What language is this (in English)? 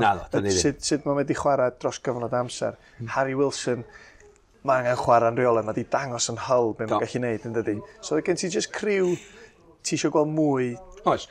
Welsh